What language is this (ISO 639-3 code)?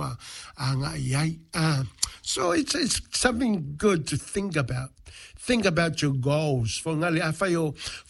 smo